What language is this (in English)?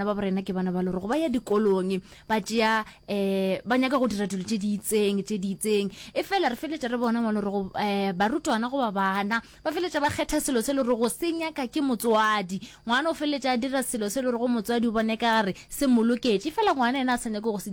Northern Sotho